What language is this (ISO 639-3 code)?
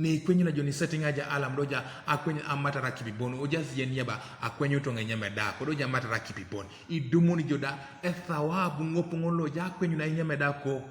teo